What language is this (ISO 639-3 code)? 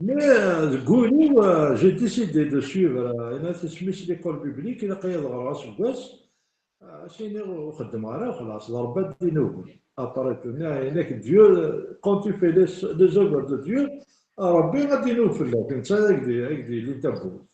kab